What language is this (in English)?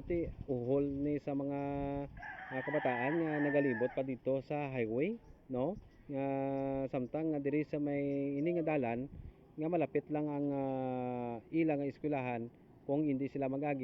Hiligaynon